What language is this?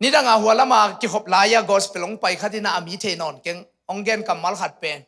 Tedim Chin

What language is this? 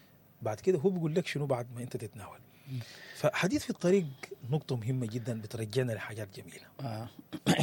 Sudanese Arabic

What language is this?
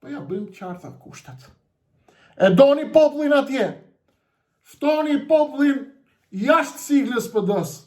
Albanian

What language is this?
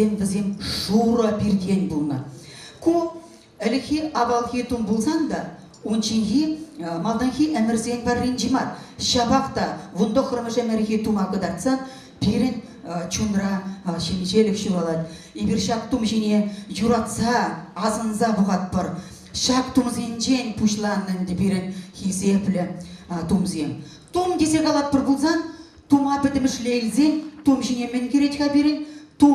Chuvash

